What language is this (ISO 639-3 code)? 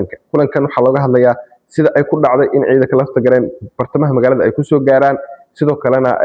som